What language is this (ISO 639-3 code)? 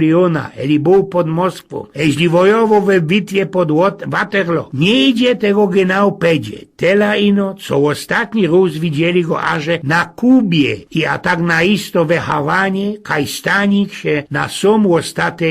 szl